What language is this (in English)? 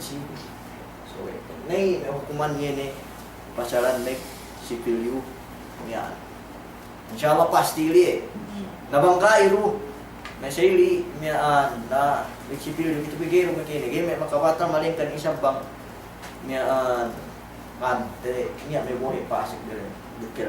Yakan